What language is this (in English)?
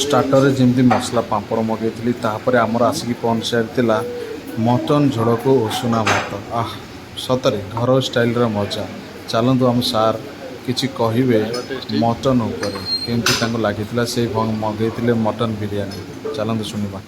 Odia